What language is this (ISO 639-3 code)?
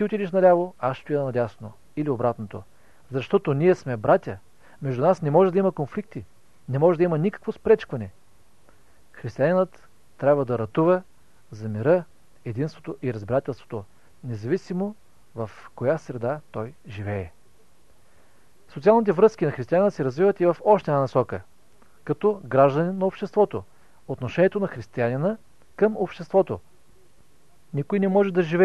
bul